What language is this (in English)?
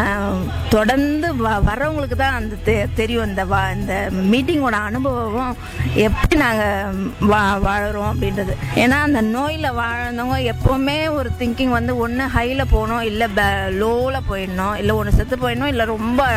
Tamil